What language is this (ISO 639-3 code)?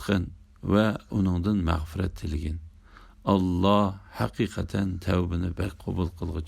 uig